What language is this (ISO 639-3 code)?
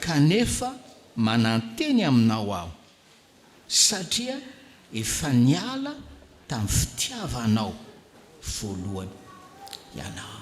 mlg